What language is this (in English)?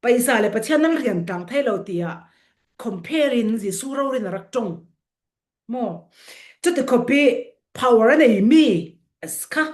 Falam Chin